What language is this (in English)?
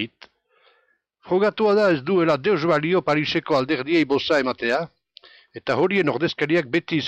Basque